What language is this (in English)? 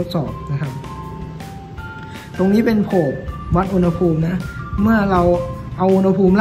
Thai